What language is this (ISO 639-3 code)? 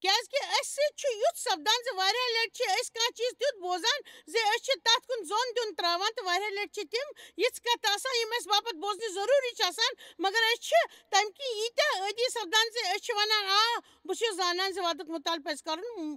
kas